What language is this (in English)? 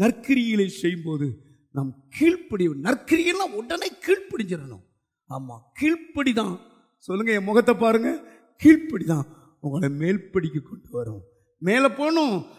Tamil